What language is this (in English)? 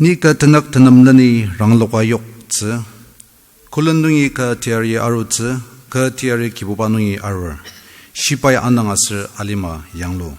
Ao Naga